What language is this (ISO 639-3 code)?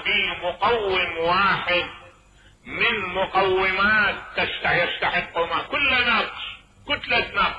acm